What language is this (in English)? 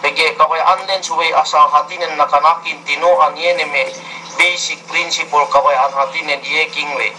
Yakan